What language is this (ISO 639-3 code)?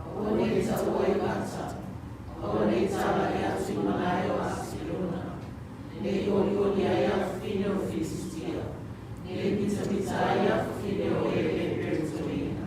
smo